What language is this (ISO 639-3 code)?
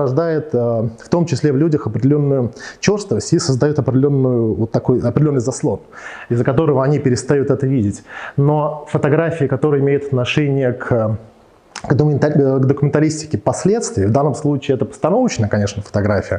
rus